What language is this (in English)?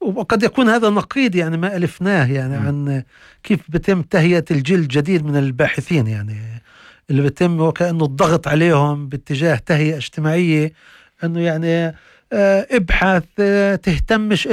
North Levantine Arabic